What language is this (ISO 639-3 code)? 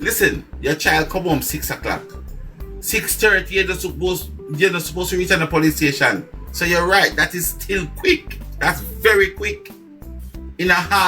jam